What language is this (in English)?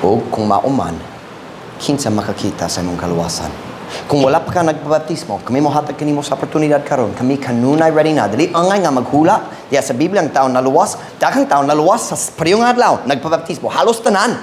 Cebuano